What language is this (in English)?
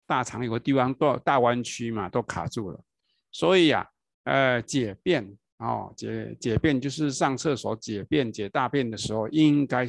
Chinese